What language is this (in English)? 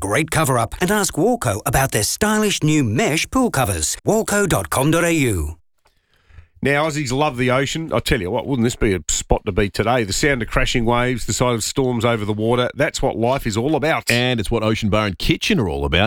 English